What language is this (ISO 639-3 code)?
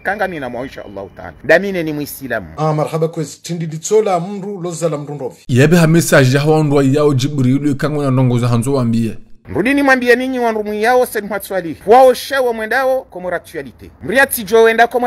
zdj